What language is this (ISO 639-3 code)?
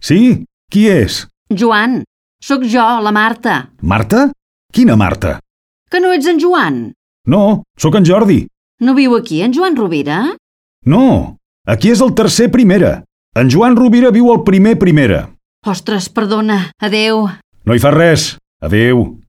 cat